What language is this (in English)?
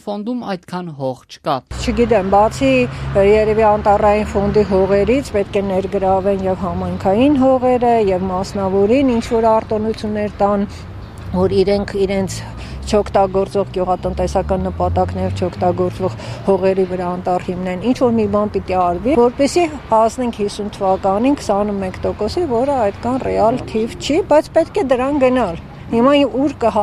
Armenian